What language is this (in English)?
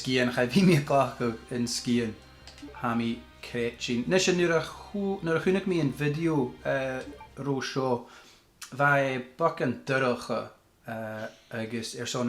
Scottish Gaelic